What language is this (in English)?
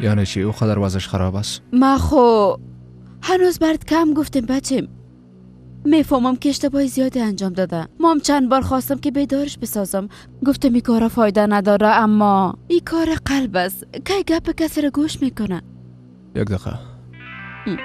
Persian